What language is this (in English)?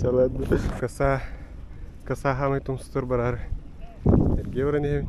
Yakut